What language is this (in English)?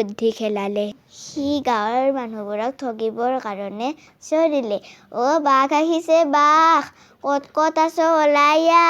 Assamese